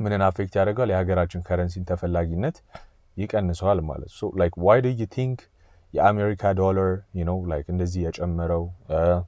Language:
Amharic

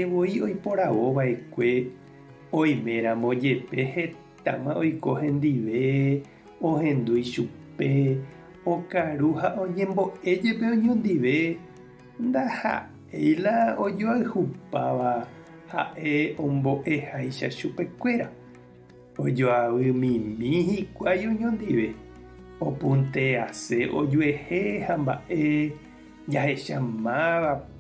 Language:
Guarani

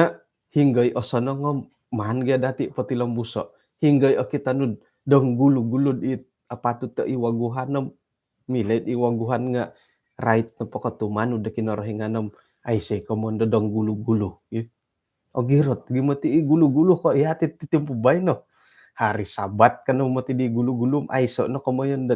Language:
Central Dusun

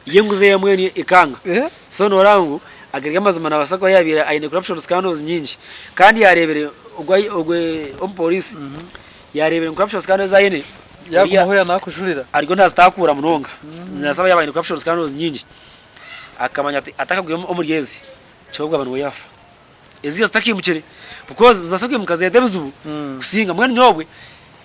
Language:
Nyankole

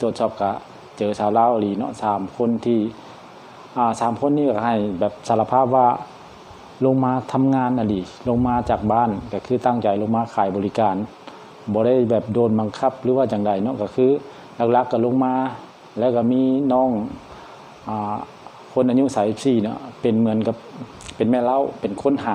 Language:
Lao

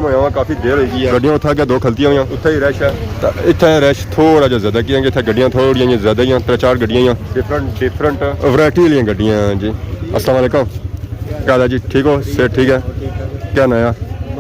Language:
Pahari-Potwari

